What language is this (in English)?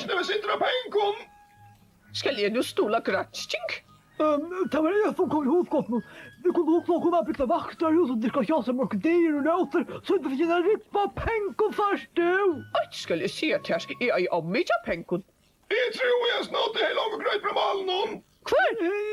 Faroese